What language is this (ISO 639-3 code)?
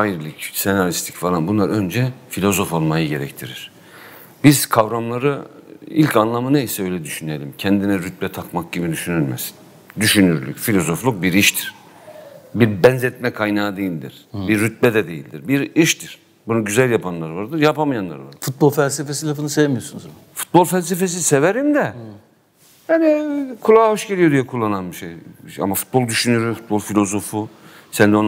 tur